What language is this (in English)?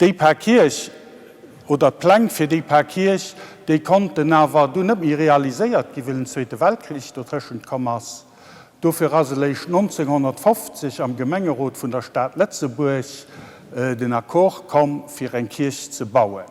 Luxembourgish